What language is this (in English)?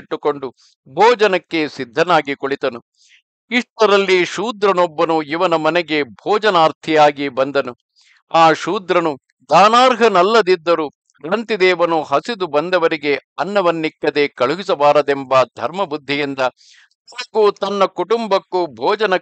Kannada